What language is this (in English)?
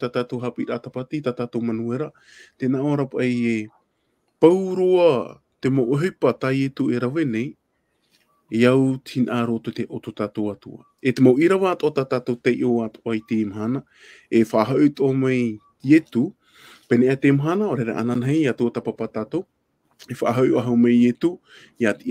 Tahitian